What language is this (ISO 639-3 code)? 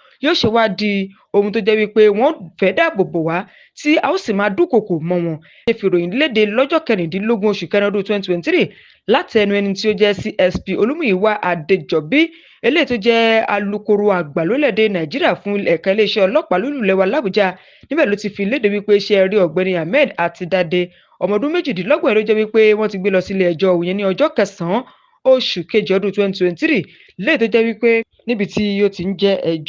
yor